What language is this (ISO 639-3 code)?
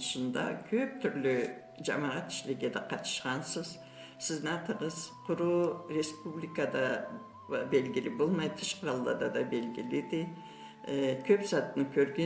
krc